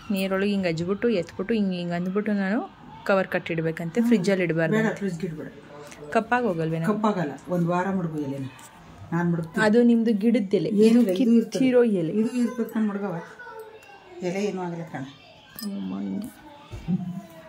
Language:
Kannada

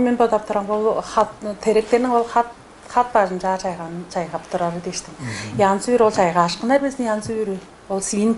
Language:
Tuvinian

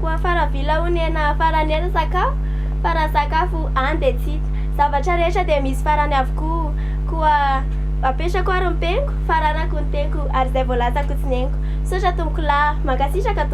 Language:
Malagasy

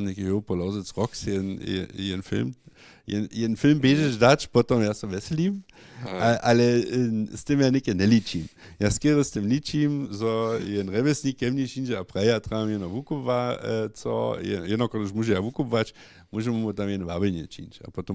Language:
Upper Sorbian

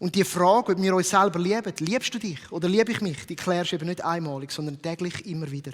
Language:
Swiss German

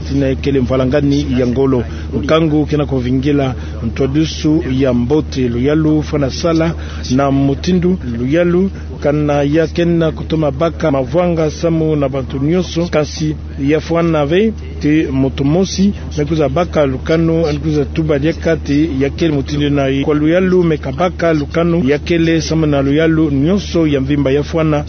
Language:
Kituba (Democratic Republic of Congo)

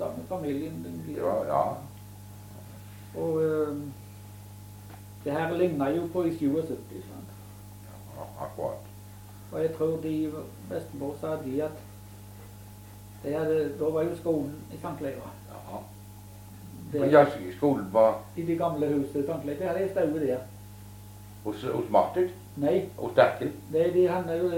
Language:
Norwegian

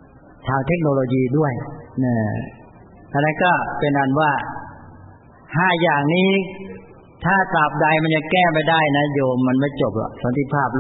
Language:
Thai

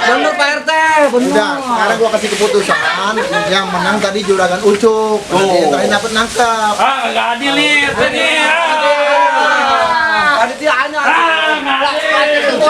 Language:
Betawi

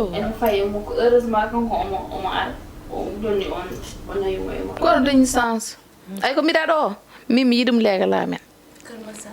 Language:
Fula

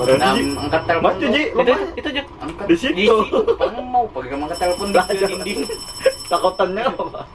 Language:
Banjar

